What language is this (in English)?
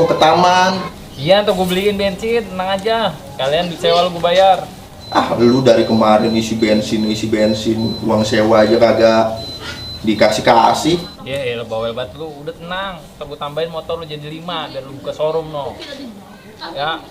Betawi